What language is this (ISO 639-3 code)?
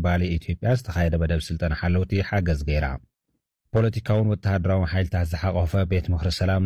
tir